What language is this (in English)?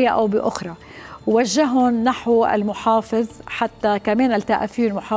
North Levantine Arabic